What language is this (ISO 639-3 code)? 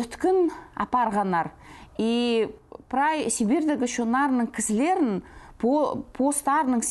kjh